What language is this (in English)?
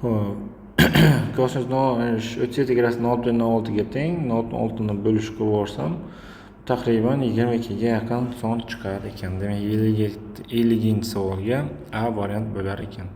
Uzbek